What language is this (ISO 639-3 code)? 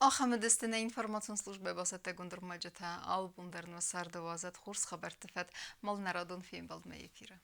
oss